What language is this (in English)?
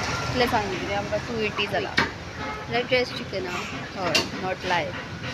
Konkani